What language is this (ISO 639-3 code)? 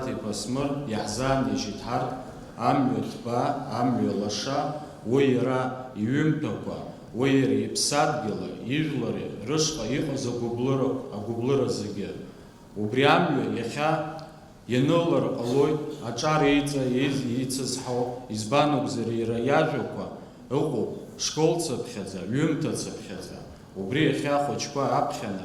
abk